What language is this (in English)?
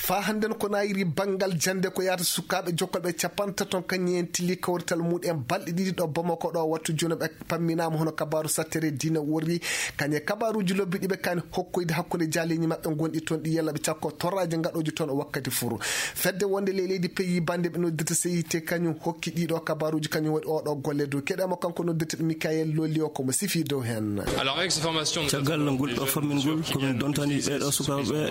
Fula